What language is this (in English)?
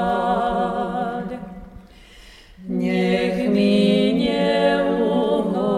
Slovak